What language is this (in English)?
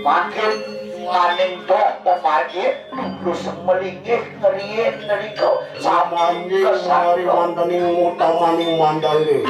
Balinese